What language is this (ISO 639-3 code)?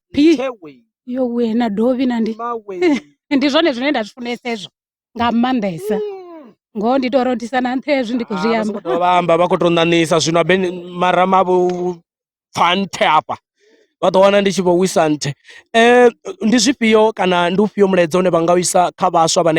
ven